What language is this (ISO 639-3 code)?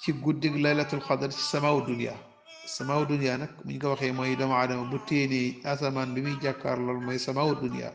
wol